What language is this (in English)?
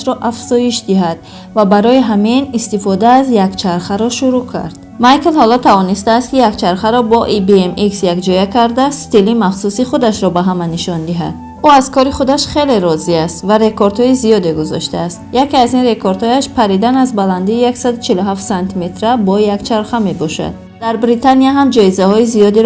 Tajik